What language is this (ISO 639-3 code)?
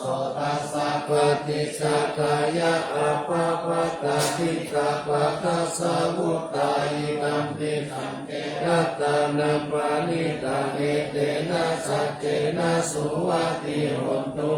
pli